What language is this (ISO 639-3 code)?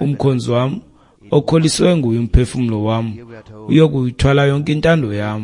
xho